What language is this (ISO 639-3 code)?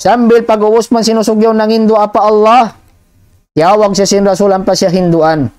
tsg